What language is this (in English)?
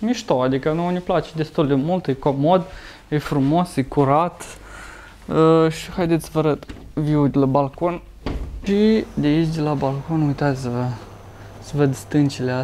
Romanian